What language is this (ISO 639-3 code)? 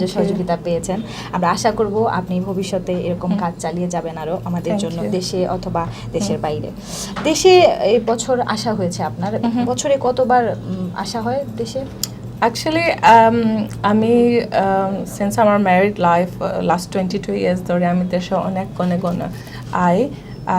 syl